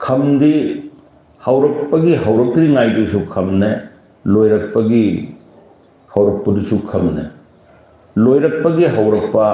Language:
Manipuri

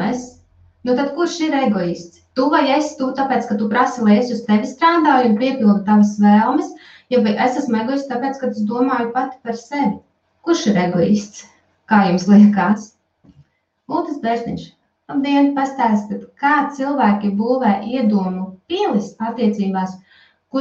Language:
Latvian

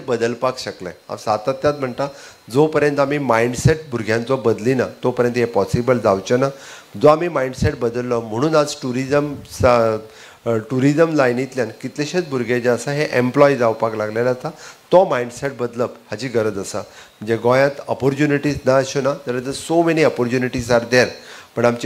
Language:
Konkani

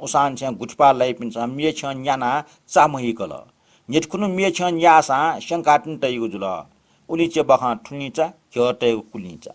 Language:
Newari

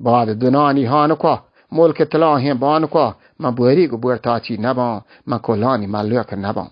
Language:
Baluchi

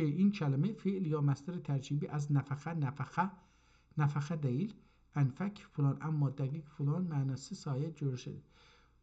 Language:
South Azerbaijani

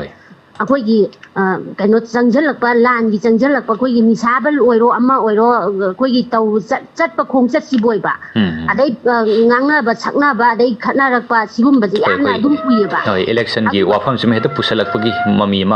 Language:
Manipuri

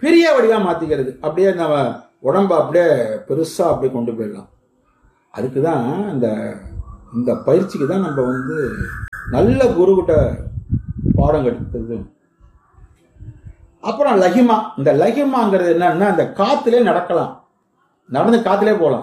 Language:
Tamil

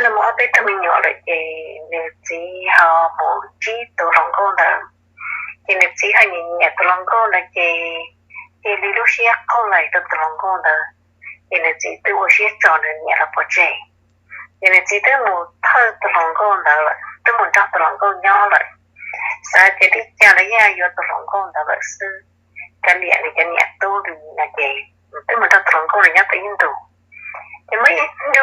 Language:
Hmong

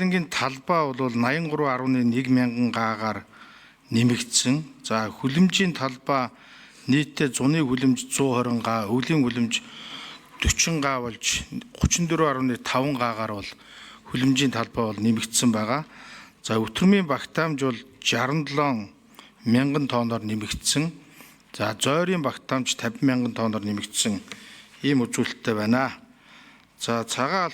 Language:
Mongolian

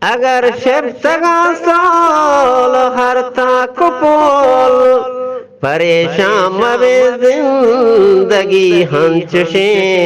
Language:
Eastern Balochi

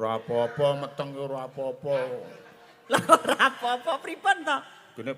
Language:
Javanese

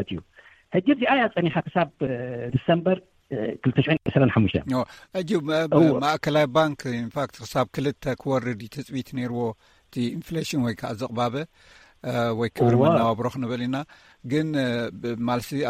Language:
Tigrinya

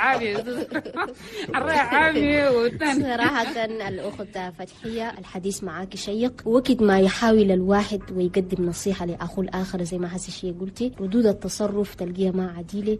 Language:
Chadian Arabic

